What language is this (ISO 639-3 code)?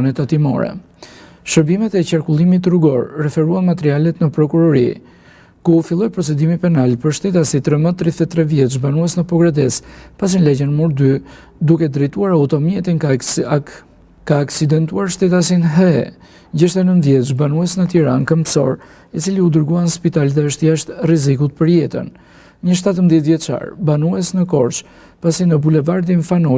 sqi